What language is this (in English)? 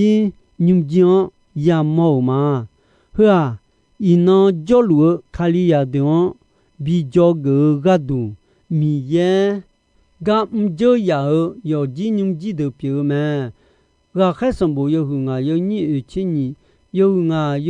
Akha